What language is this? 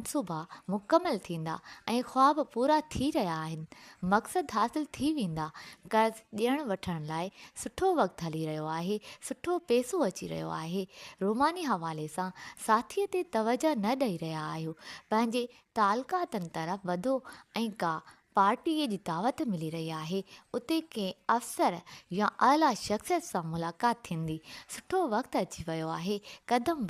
Sindhi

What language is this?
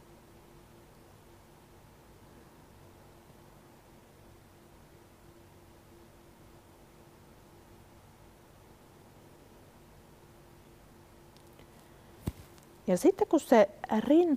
Finnish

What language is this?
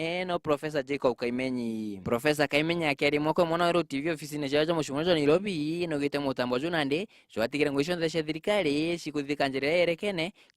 Meru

